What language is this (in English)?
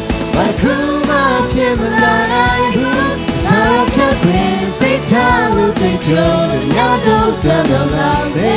Lahu